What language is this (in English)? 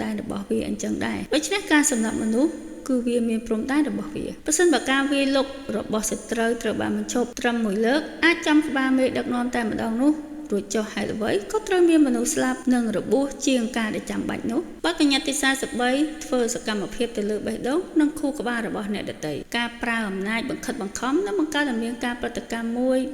Khmer